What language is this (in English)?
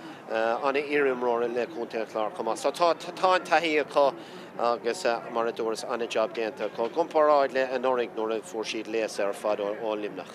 Irish